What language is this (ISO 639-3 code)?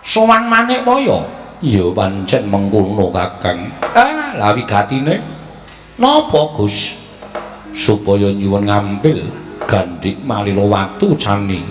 jav